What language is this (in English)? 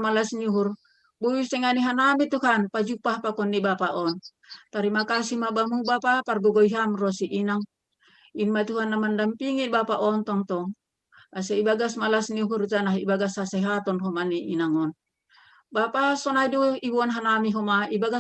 Batak Simalungun